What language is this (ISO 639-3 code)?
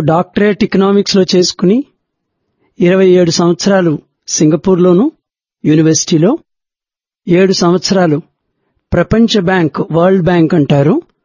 tel